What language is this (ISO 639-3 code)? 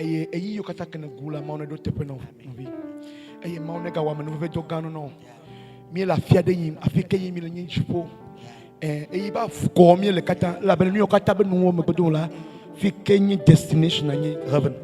ewe